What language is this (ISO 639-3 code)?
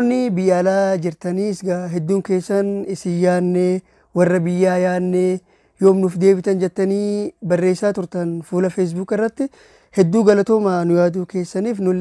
orm